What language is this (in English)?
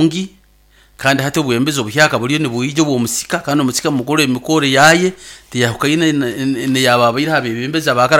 Nyankole